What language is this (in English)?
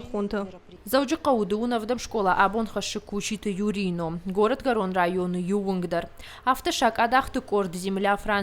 Ossetic